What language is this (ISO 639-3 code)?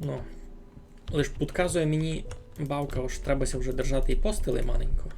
rue